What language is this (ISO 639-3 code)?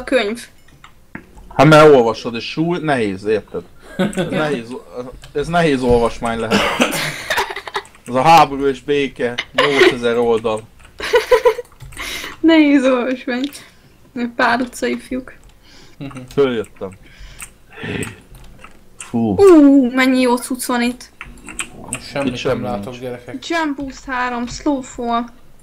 hun